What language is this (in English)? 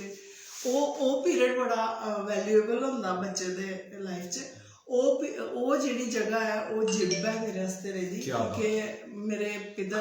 Dogri